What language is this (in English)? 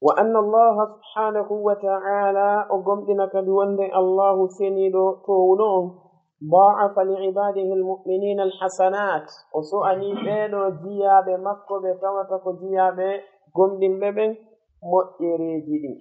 Fula